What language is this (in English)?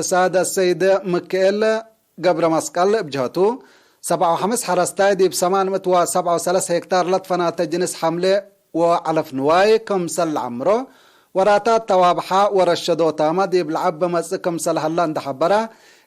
Tigre